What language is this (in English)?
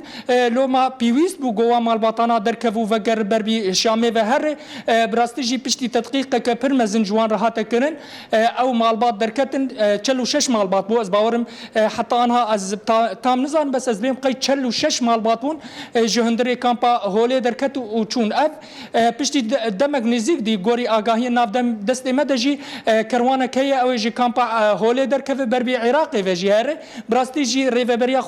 Kurdish